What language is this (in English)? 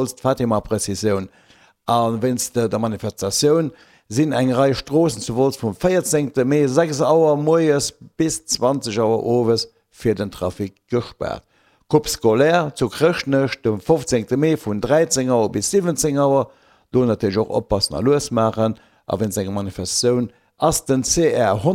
Luxembourgish